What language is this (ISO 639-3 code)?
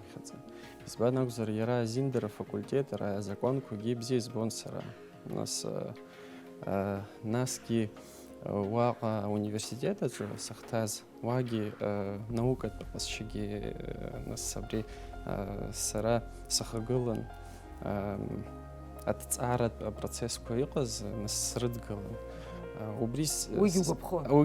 abk